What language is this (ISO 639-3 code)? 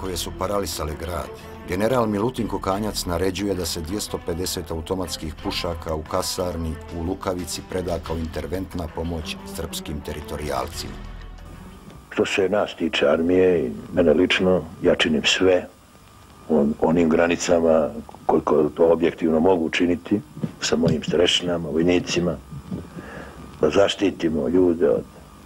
bos